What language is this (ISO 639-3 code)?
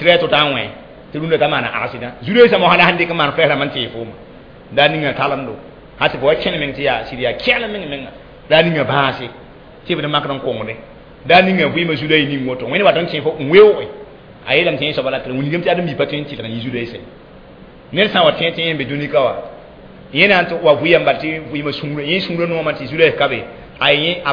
mos